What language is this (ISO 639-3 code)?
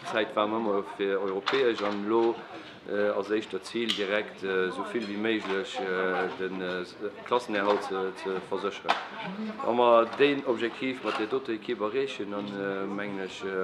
ltz